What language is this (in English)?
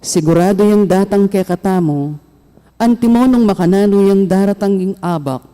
Pampanga